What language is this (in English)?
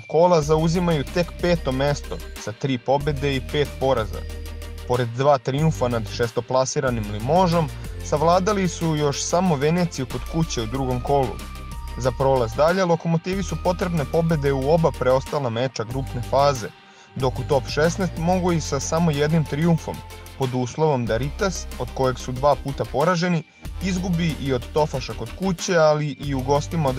Serbian